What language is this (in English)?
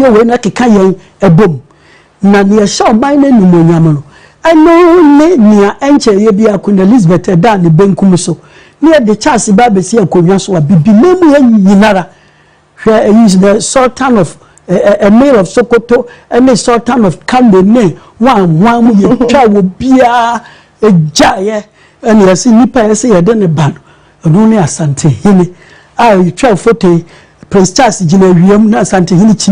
Akan